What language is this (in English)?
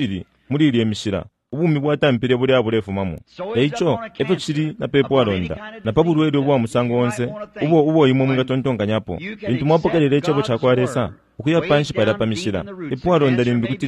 Bemba